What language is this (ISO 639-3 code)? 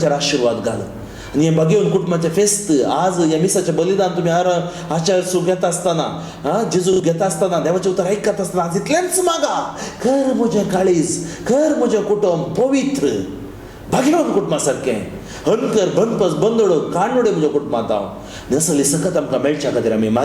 kok